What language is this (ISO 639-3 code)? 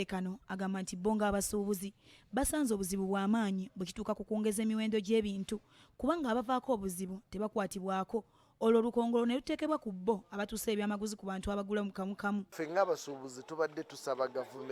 lug